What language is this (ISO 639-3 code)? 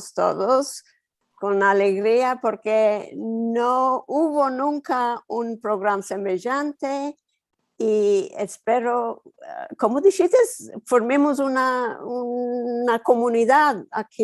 lad